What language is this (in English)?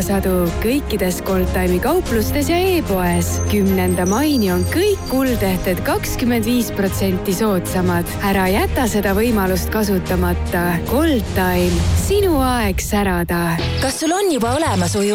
Estonian